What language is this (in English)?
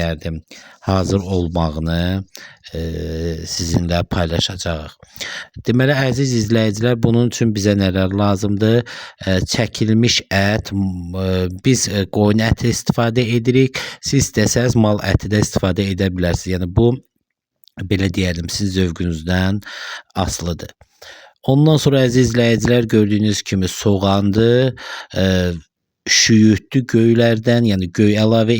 Azerbaijani